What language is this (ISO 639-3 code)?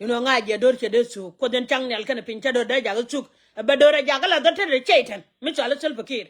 nus